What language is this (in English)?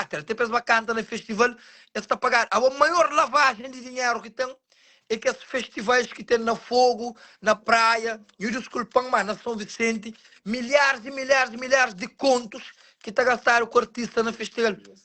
Kabuverdianu